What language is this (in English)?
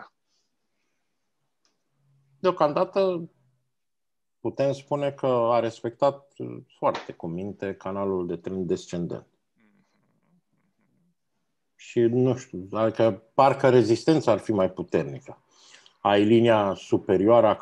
Romanian